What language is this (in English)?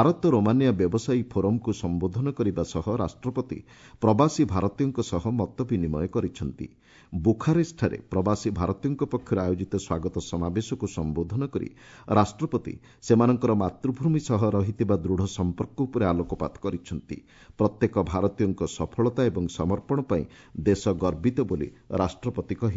Odia